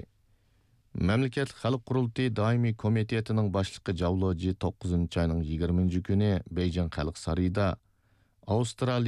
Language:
Uyghur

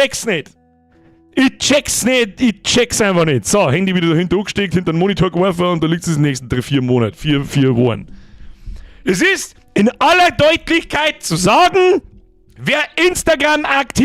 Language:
Bavarian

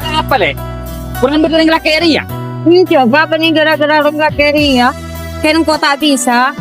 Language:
Madurese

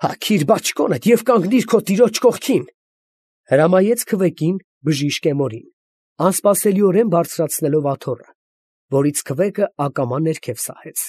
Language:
Armenian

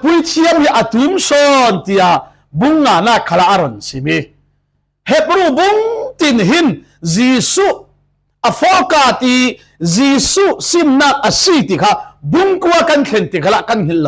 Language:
Falam Chin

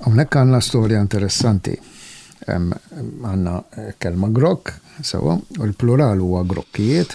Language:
Maltese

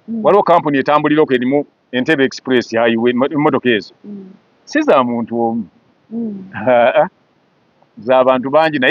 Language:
Ganda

